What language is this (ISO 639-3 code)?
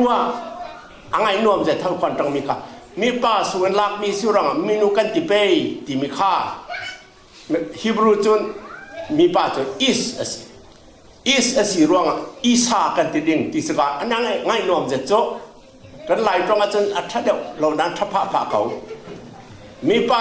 cfm